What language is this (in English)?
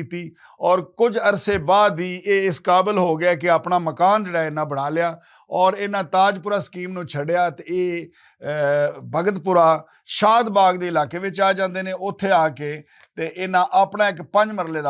Western Panjabi